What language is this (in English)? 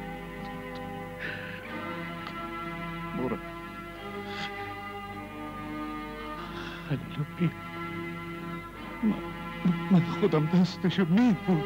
Persian